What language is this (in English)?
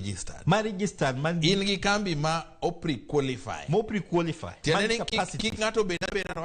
Luo (Kenya and Tanzania)